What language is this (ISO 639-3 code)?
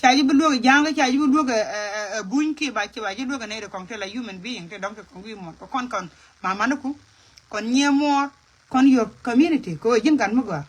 nus